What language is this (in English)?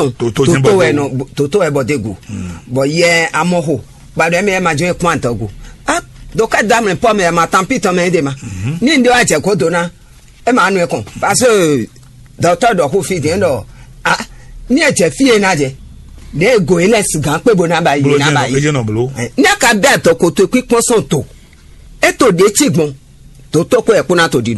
Fon